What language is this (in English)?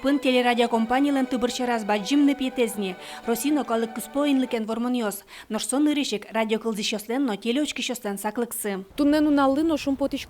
Udmurt